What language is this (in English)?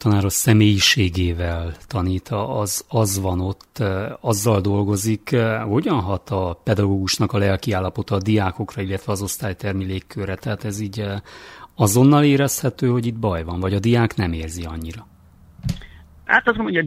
Hungarian